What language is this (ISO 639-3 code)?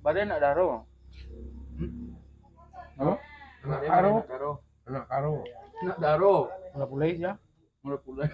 min